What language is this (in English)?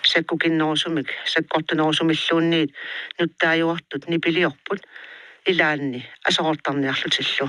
Kalaallisut